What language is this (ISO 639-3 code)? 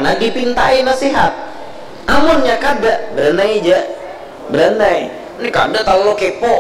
bjn